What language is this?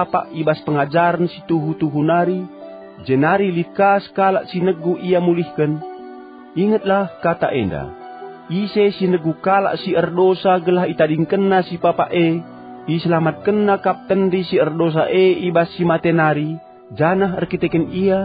Batak Karo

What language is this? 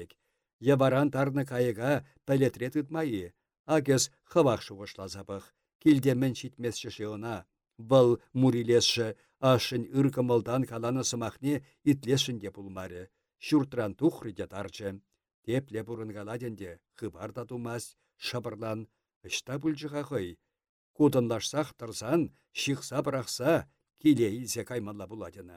Chuvash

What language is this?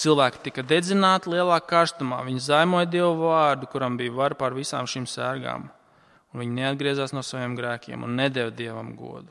Latvian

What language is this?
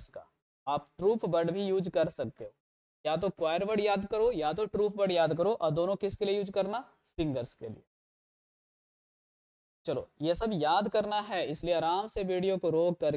Hindi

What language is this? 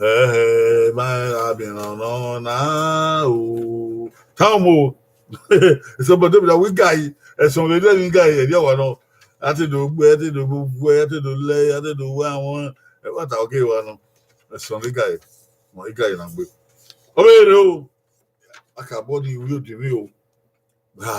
Bini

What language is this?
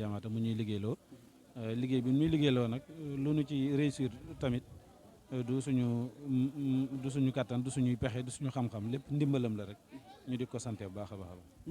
Wolof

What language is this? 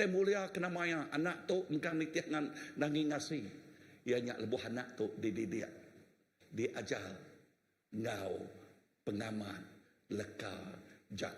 Iban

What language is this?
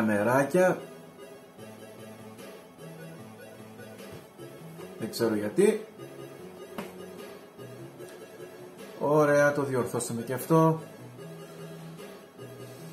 Greek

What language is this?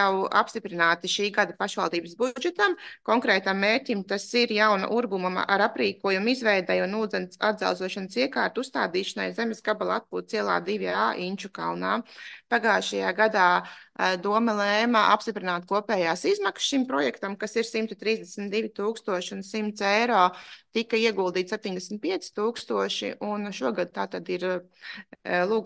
Latvian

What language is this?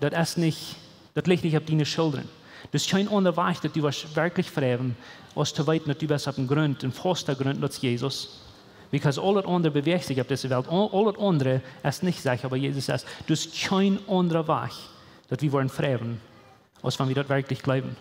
Plautdietsch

